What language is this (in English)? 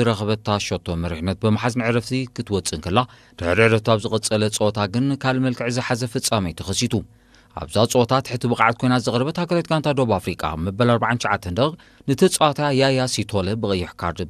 Tigrinya